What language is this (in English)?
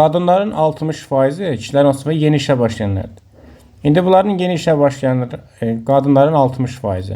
Azerbaijani